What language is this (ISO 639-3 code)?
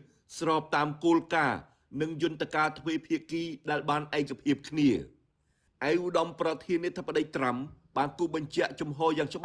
khm